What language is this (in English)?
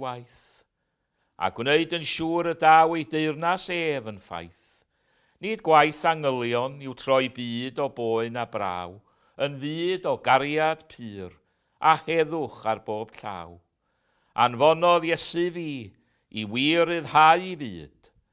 Welsh